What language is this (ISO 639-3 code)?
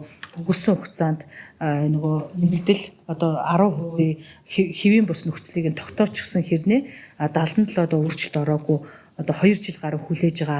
mon